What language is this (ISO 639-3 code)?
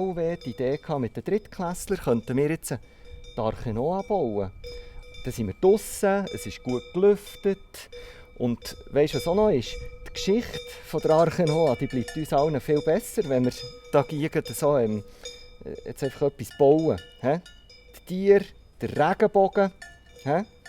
gsw